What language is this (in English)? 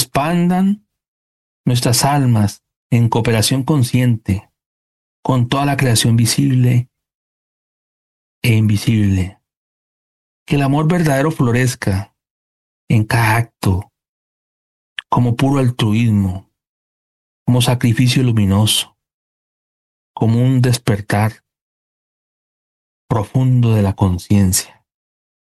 Spanish